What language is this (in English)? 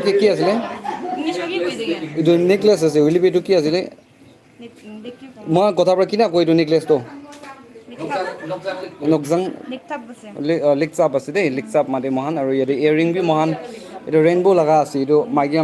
Naga Pidgin